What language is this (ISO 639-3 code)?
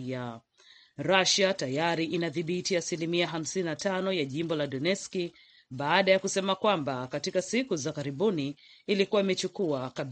swa